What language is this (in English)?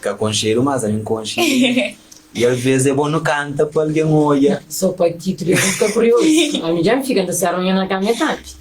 Kabuverdianu